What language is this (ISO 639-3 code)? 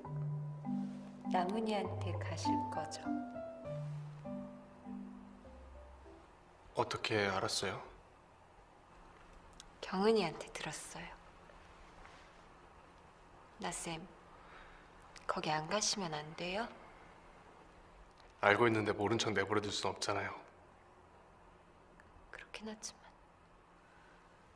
kor